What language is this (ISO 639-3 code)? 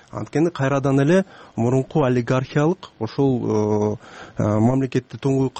kir